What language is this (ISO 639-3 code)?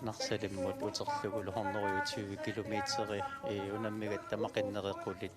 kal